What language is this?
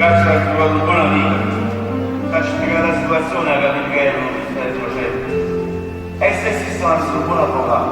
Neapolitan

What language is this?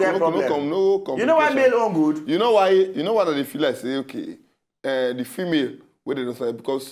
Nigerian Pidgin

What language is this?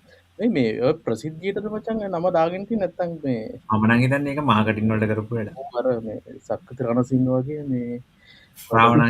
Sinhala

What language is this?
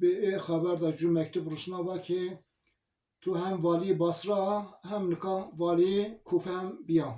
Zaza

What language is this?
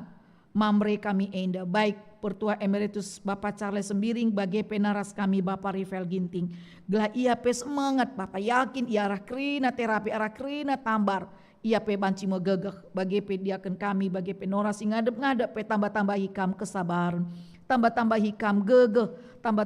Batak Karo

